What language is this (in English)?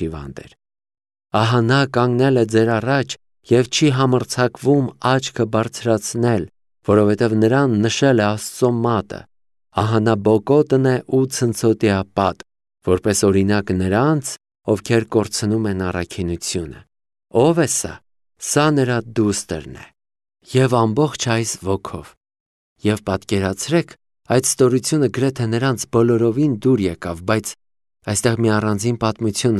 Armenian